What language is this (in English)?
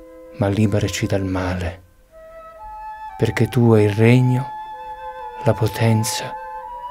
Italian